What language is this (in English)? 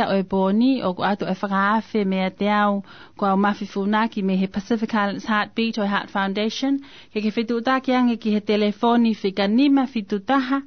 Tongan